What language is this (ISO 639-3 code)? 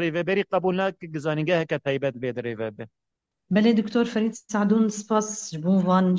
kur